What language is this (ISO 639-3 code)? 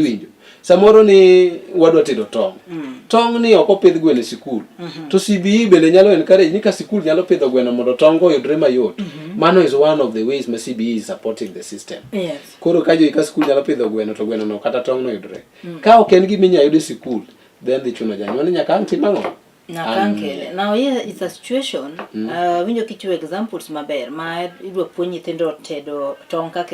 luo